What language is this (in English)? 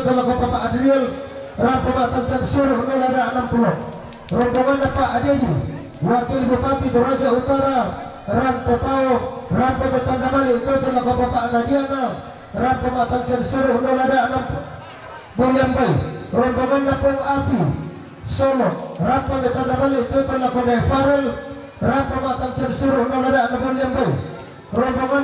Toraja-Sa'dan